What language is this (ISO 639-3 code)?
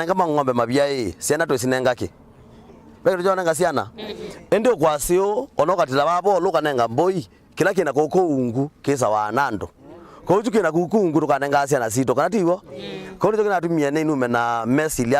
kam